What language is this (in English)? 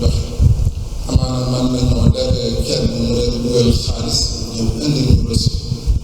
Wolof